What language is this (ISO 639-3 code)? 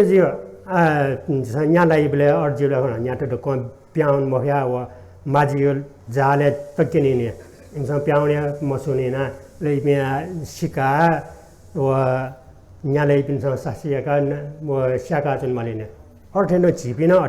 new